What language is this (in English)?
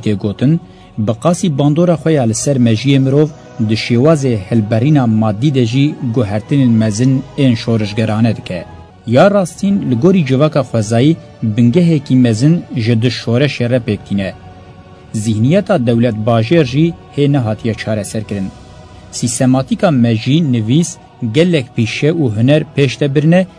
Kurdish